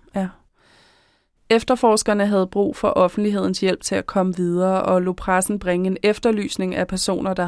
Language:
Danish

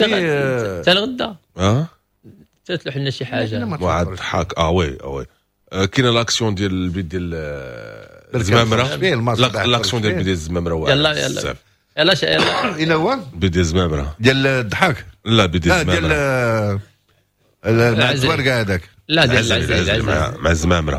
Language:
Moroccan Arabic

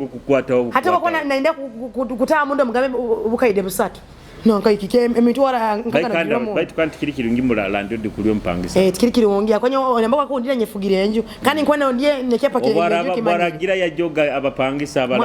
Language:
Nyoro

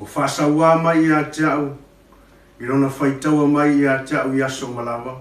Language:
Samoan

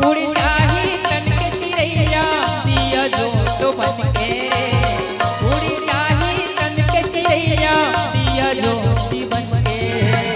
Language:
Chhattisgarhi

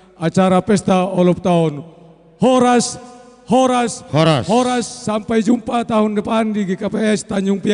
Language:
Batak Simalungun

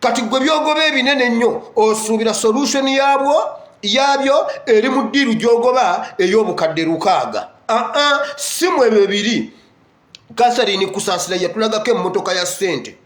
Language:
Ganda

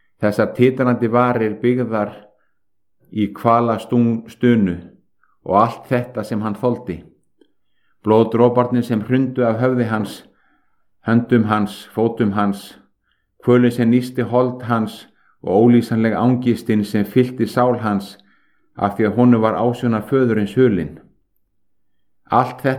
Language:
Icelandic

